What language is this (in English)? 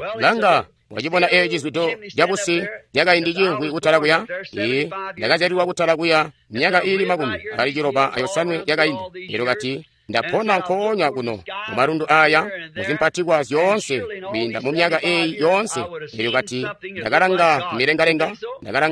Tonga (Zambia)